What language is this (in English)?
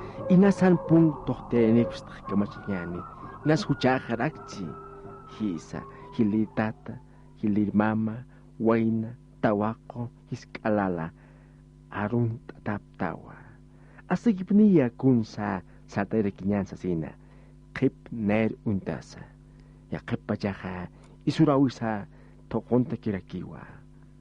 Aymara